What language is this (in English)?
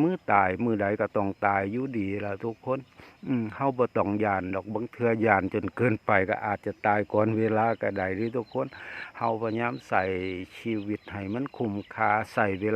Northeastern Thai